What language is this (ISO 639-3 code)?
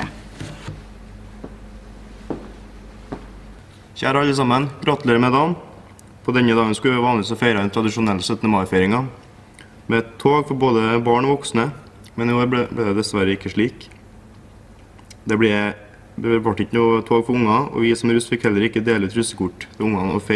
nor